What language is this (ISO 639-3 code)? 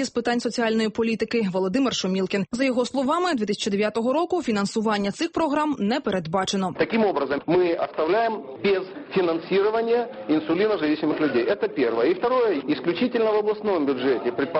ukr